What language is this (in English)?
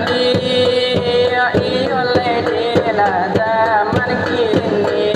Minangkabau